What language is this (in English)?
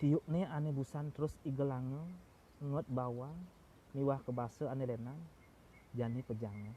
Balinese